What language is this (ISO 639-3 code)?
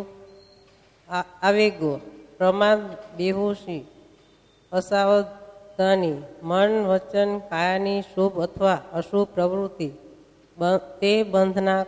guj